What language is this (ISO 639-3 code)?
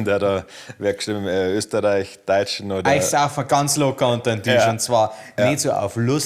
bar